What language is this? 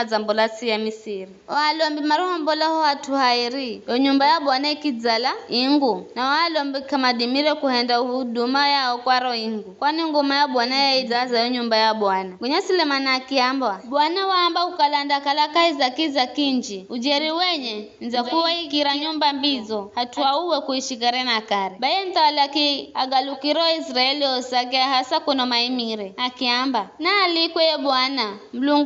Giryama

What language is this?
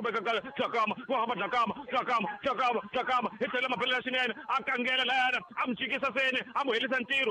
Tsonga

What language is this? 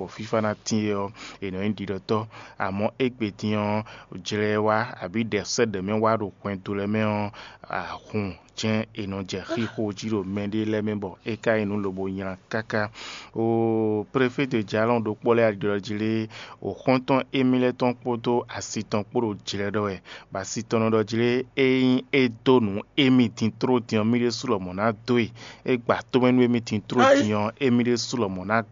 Fon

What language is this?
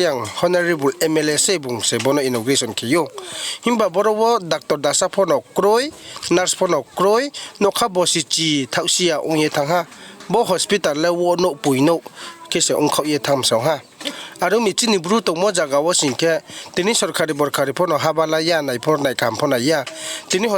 Riang (India)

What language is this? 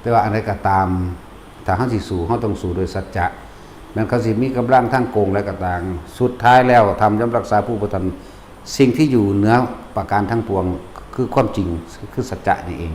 Northeastern Thai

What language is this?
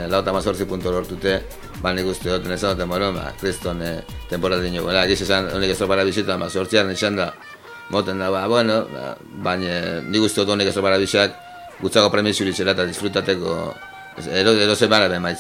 Basque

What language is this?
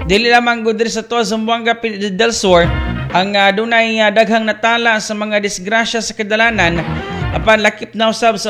Cebuano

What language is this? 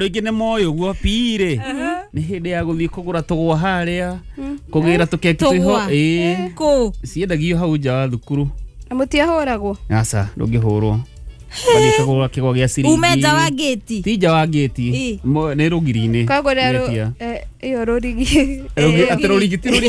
Kikuyu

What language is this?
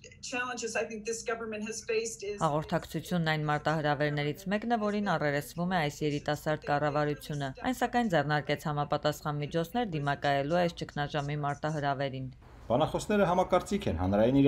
Armenian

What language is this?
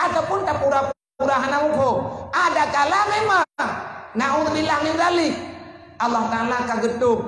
Achinese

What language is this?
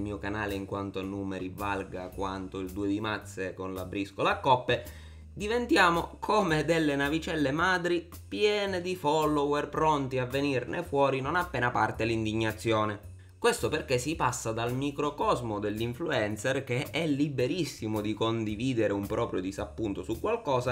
Italian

